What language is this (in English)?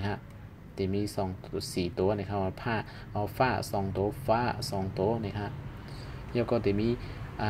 Shan